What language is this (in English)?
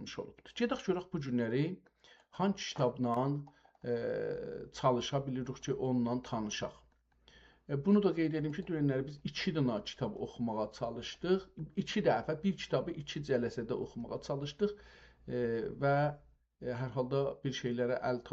South Azerbaijani